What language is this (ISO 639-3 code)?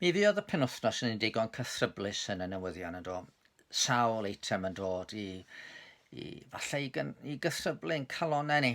cym